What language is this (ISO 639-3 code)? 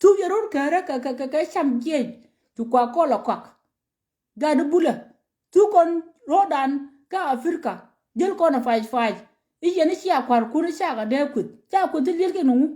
nus